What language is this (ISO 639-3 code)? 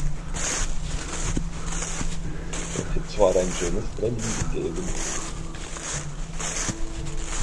deu